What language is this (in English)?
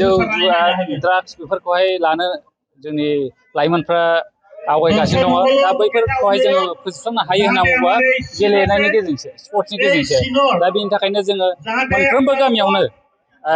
Bodo